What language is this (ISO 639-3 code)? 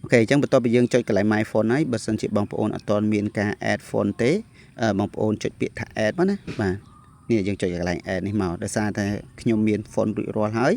khm